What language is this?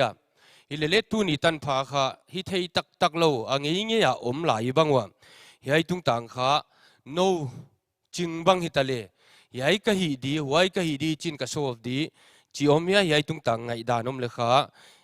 Paite Chin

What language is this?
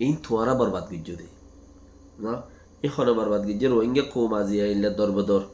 Rohingya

